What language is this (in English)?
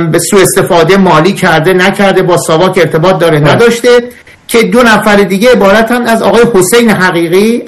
Persian